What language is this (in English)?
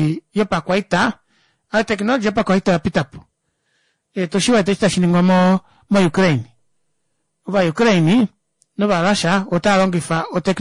Kuanyama